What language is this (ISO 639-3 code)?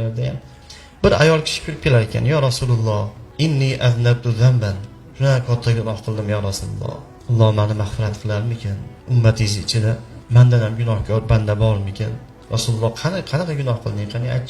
uzb